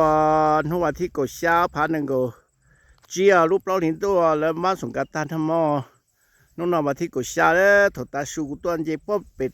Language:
Hmong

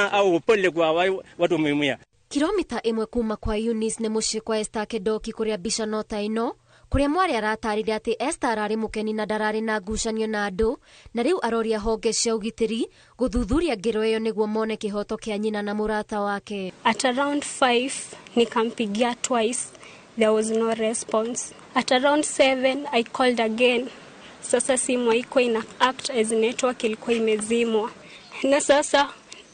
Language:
Kikuyu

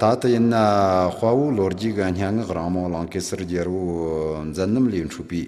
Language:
Amdo Tibetan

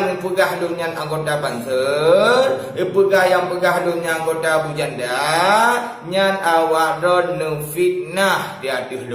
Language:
Achinese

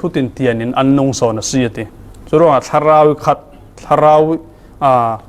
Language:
Falam Chin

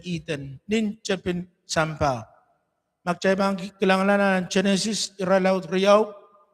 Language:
Pohnpeian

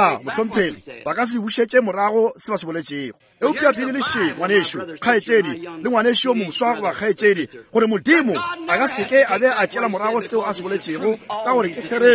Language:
Northern Sotho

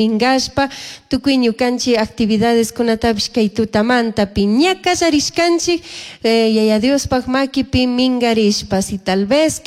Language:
Chimborazo Highland Quichua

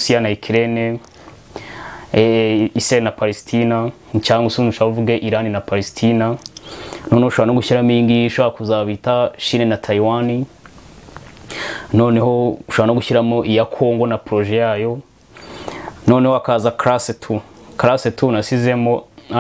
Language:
Kinyarwanda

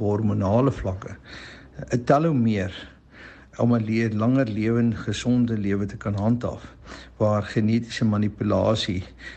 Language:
Afrikaans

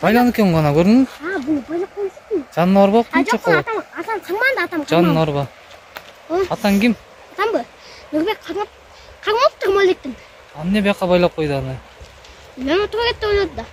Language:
Kyrgyz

